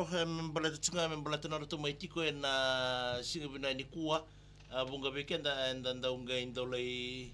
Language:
Fijian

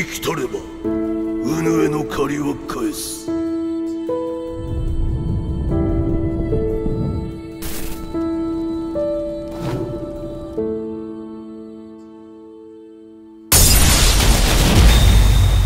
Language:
Japanese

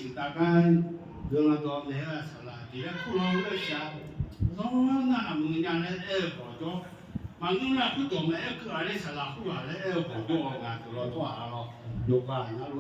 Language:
Akha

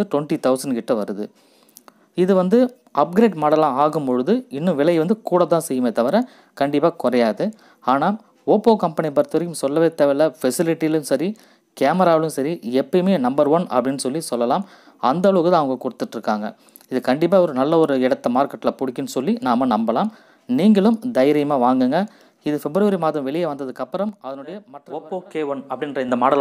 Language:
Tamil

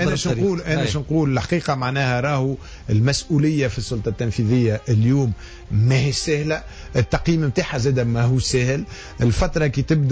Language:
Tunisian Arabic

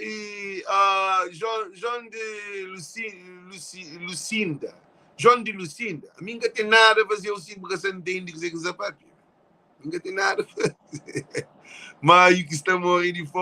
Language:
Kabuverdianu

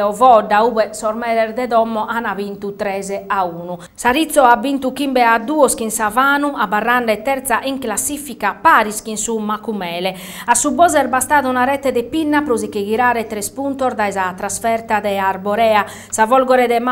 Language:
Sardinian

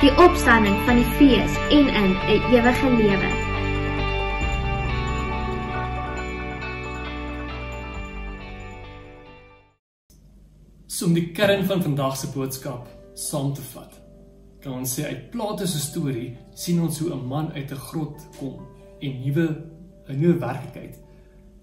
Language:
Afrikaans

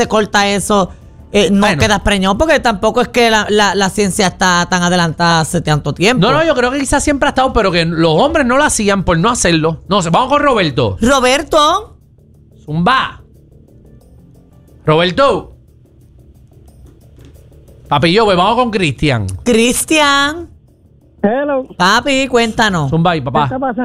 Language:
Spanish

